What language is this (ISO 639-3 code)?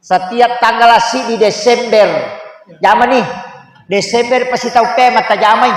bug